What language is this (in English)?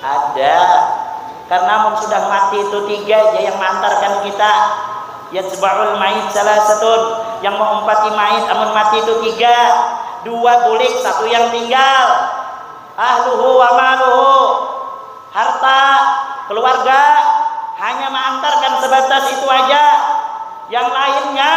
Banjar